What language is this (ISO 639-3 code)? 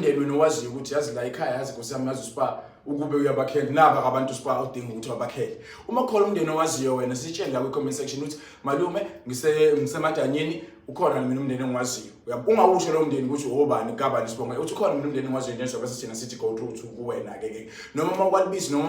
zul